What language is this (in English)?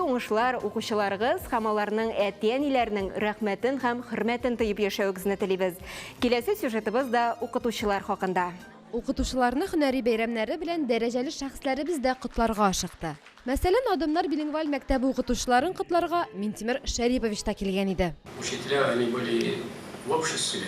Tatar